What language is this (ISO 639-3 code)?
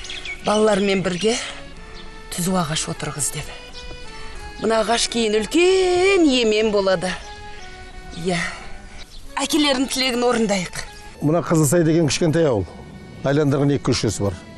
kaz